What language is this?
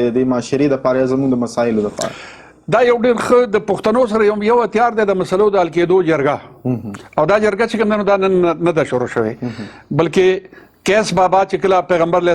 Pashto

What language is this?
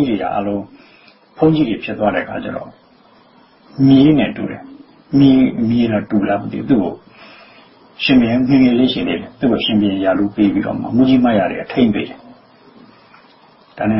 Burmese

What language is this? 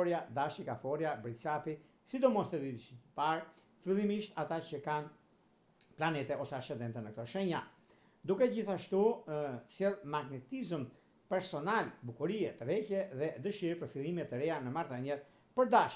Albanian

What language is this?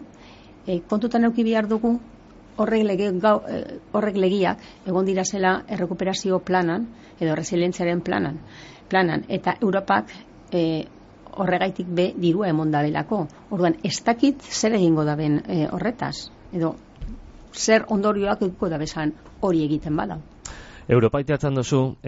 Basque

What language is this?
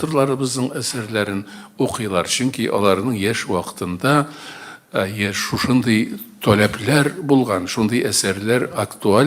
Tatar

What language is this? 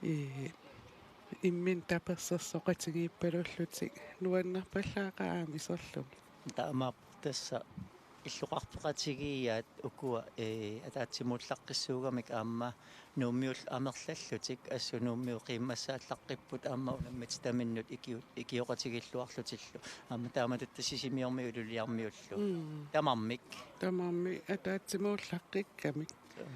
Kalaallisut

